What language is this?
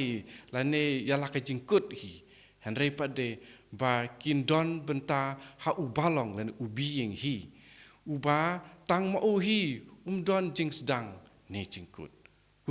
Khasi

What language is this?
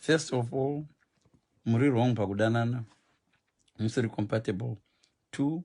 Shona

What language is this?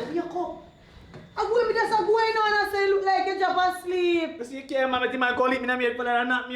Jamaican Creole English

